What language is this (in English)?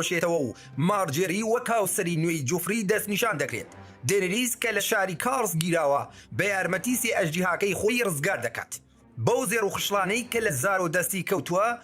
Central Kurdish